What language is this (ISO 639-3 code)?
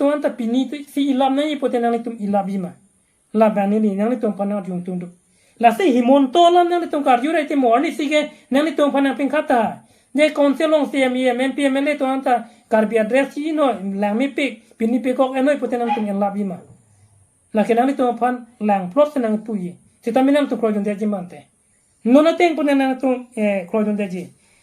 mjw